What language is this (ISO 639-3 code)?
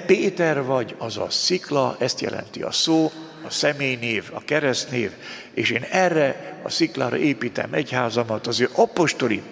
hun